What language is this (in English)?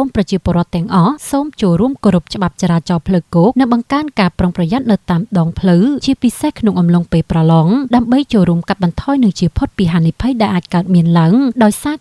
Khmer